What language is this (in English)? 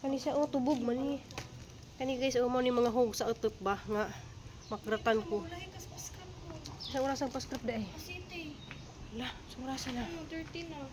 Cebuano